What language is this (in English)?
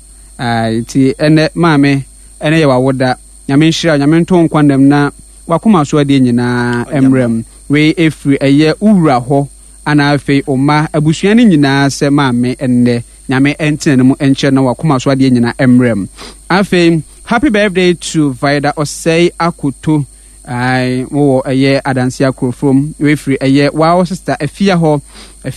Akan